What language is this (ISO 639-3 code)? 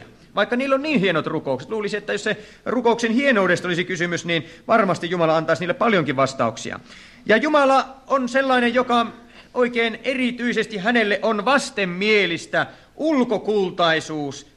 fin